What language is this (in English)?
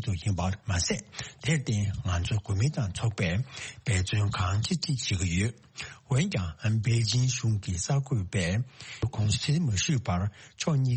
Tibetan